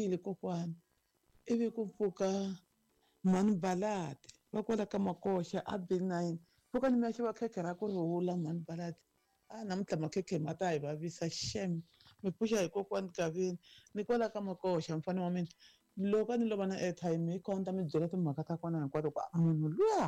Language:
Tsonga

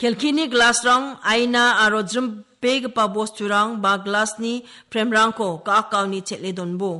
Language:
Garo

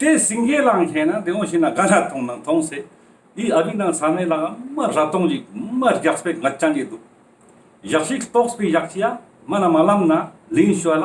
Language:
Ladakhi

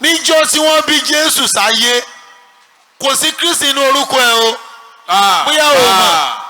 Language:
Yoruba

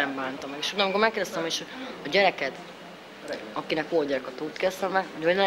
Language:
Hungarian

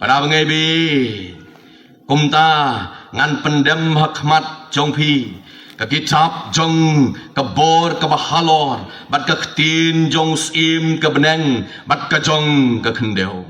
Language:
Khasi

